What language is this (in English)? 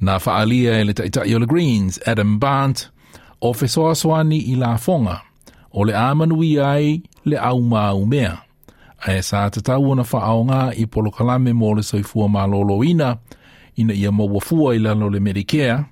Samoan